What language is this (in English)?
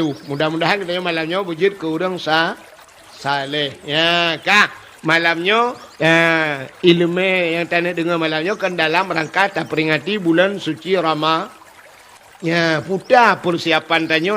Achinese